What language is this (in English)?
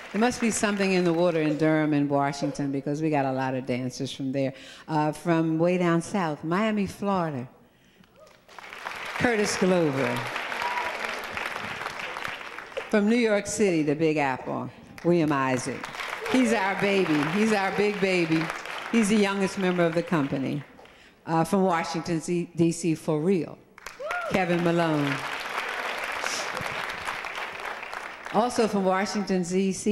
English